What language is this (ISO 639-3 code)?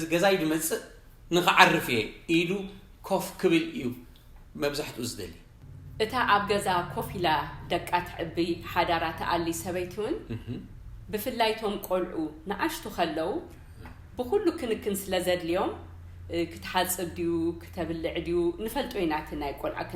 tir